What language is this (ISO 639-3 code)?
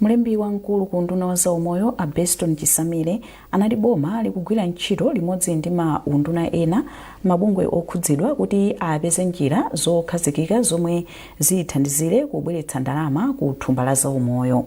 nya